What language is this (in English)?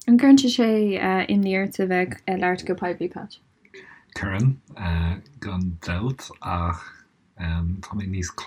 Irish